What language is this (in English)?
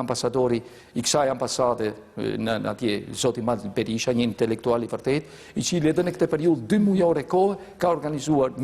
Albanian